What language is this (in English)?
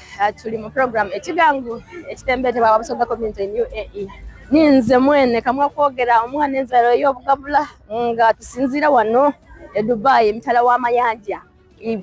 Soga